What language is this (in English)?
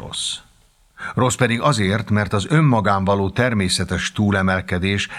Hungarian